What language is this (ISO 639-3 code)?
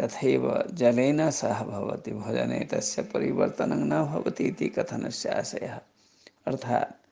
san